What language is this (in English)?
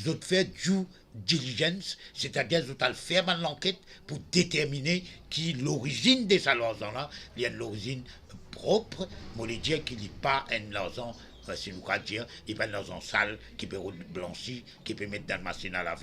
Morisyen